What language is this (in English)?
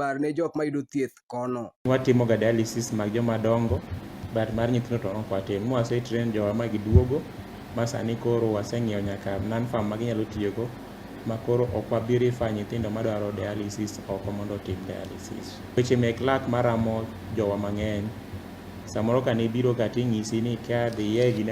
Luo (Kenya and Tanzania)